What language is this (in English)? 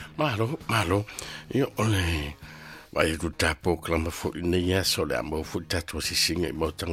Samoan